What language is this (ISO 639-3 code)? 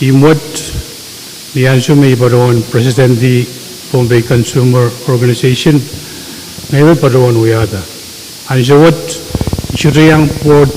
pon